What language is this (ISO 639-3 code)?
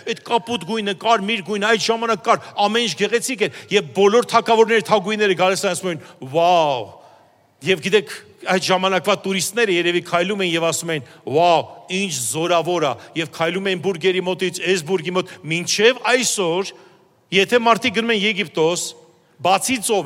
hye